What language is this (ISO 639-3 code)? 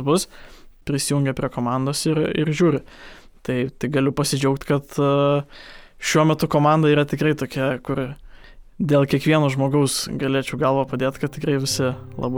lit